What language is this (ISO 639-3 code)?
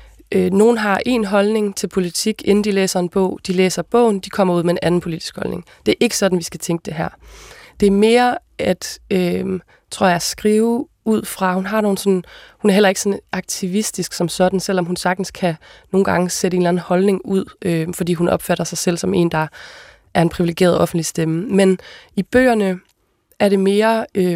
dan